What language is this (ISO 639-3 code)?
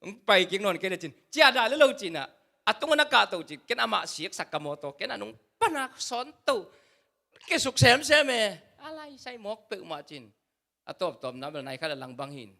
ctd